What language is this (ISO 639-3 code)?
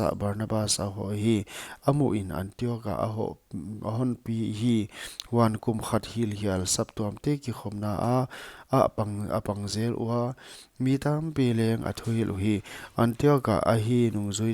pck